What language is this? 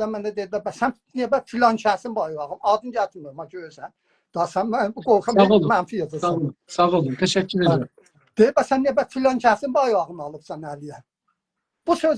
South Azerbaijani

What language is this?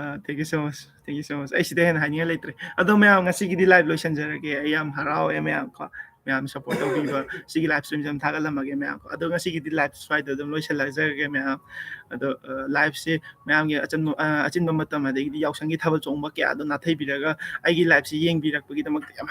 Manipuri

